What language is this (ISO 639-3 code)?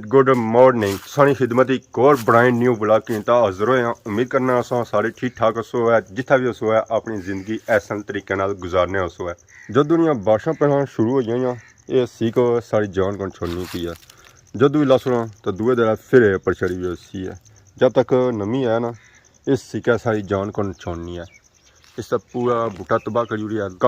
phr